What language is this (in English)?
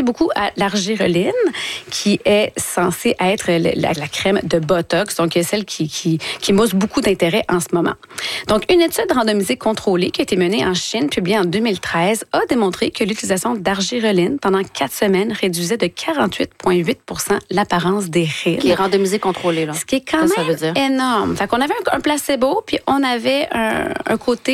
French